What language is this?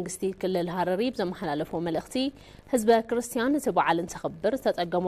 Tigrinya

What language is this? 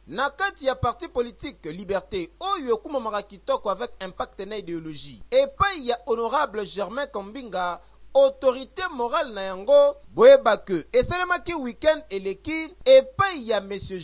Lingala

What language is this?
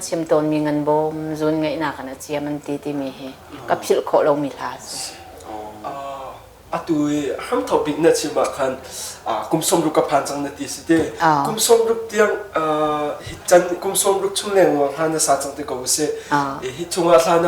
Hakha Chin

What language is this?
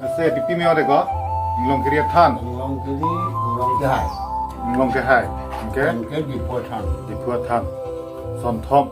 Karbi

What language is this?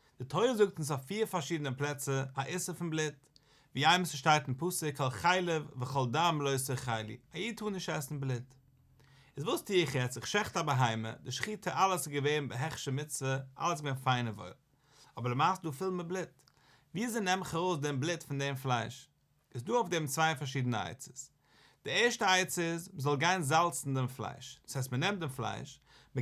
Yiddish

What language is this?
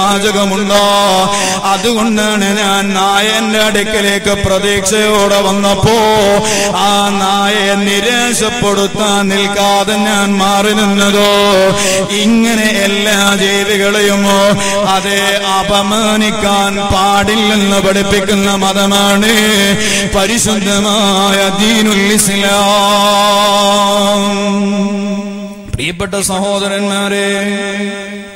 Malayalam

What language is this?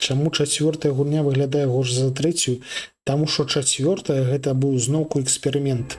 Belarusian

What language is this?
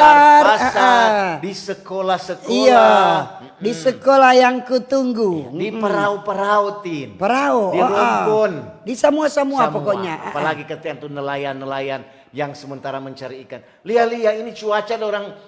Manado Malay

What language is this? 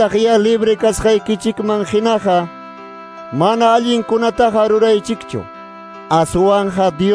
Quechua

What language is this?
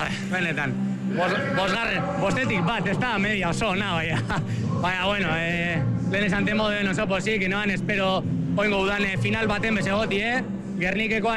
Basque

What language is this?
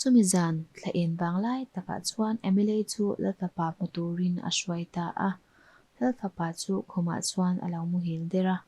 Mizo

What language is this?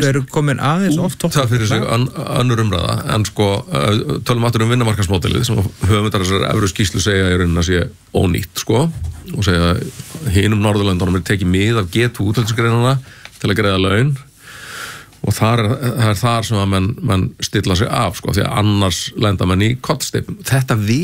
Icelandic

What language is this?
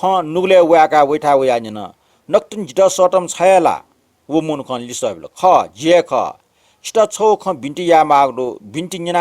Newari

